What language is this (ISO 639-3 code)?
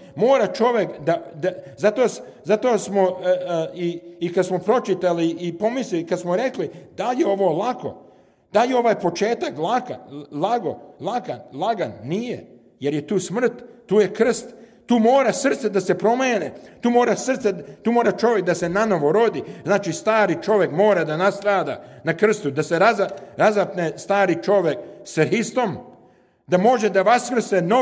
srp